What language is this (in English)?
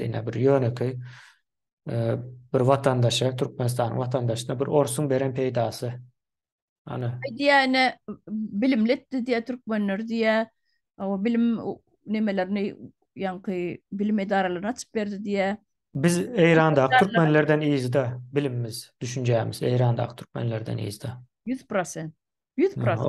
Turkmen